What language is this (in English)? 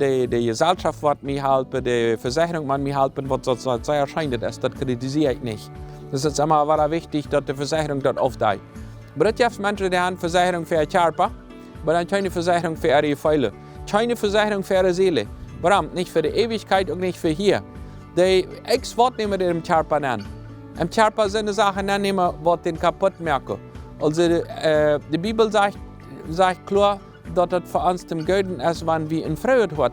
Plautdietsch